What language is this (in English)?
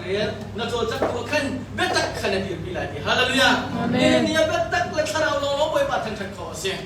Hakha Chin